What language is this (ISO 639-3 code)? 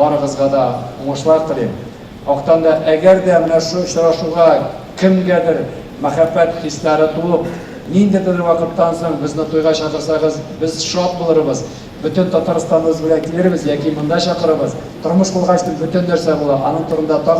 tat